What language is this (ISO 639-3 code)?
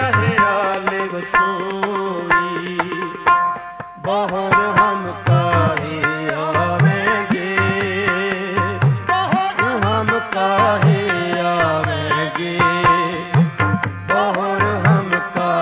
pan